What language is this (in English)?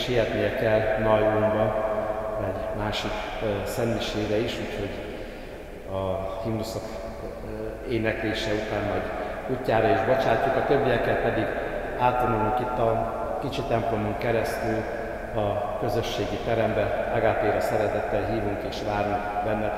Hungarian